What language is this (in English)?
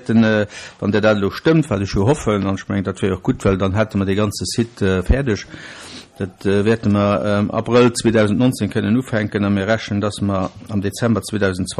Luxembourgish